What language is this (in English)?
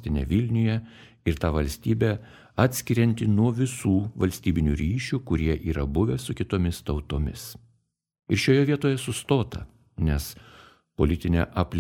Lithuanian